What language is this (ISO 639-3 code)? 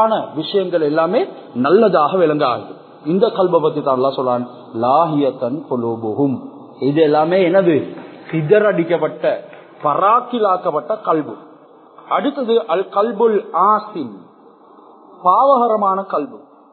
tam